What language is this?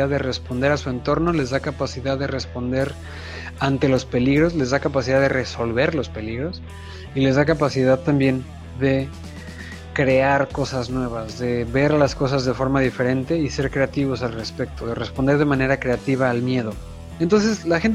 Spanish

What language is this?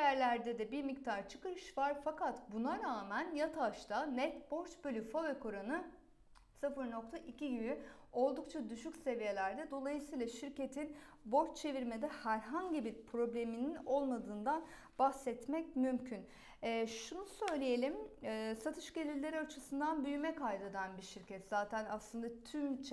Turkish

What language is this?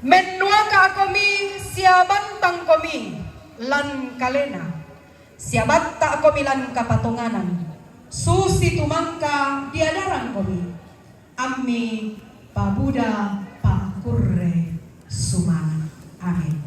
Toraja-Sa'dan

